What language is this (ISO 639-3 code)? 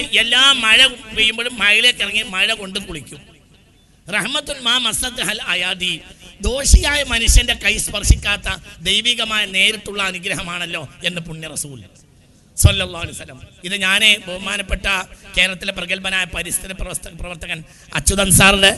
mal